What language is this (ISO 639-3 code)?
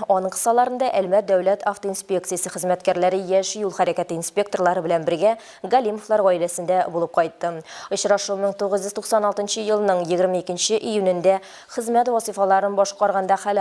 tat